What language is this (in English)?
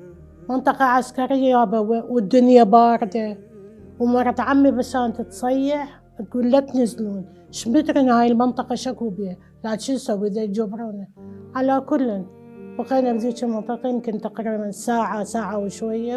Mesopotamian Arabic